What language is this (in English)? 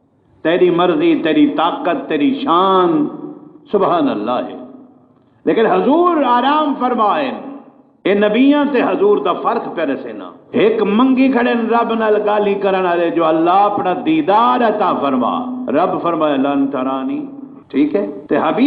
Saraiki